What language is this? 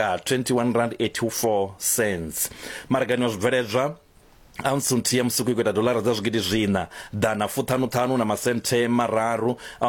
Venda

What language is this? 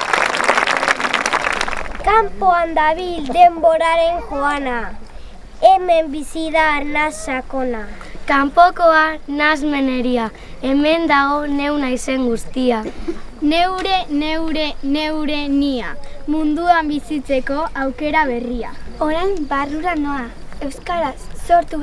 Basque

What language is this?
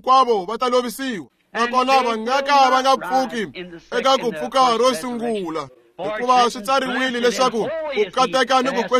Tsonga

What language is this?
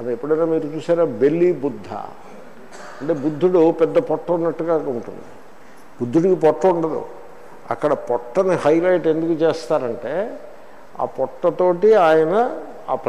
Telugu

